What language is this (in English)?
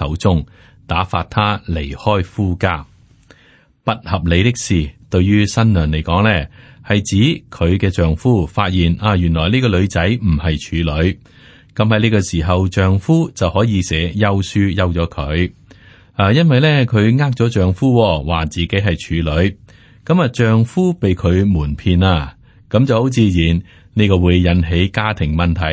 Cantonese